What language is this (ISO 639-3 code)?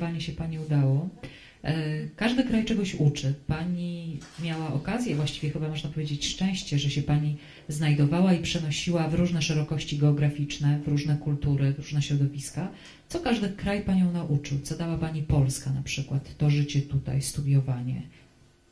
pol